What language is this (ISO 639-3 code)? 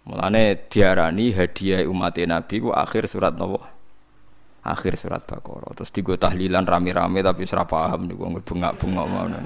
jav